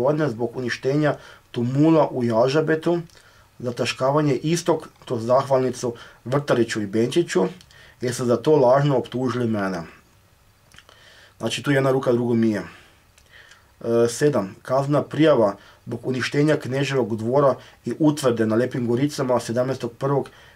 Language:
Croatian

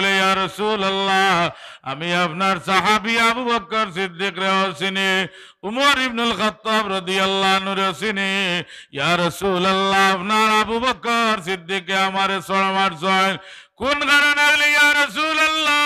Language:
Sylheti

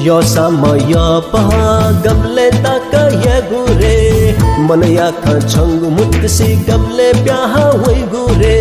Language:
Newari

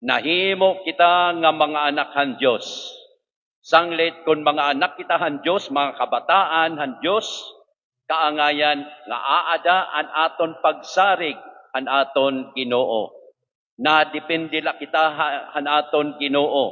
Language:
Waray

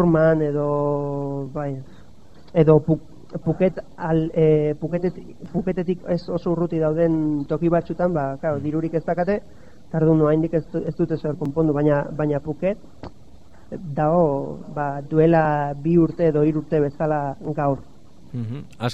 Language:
Basque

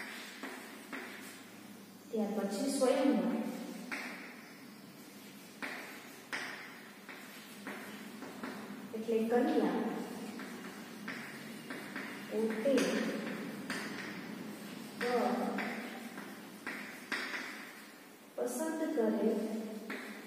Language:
Gujarati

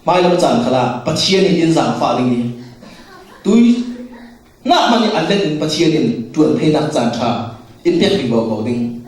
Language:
Falam Chin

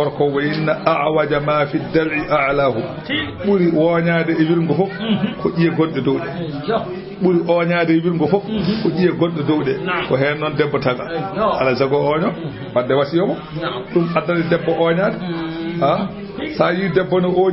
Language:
Fula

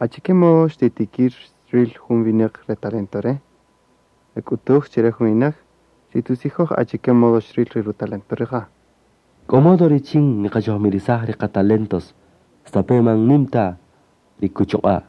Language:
Kaqchikel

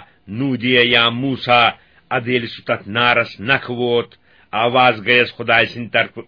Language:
Kashmiri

